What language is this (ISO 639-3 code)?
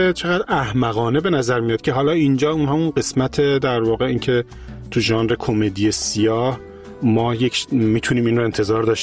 fas